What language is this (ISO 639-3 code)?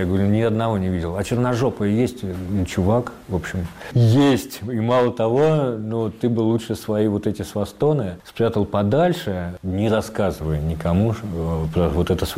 rus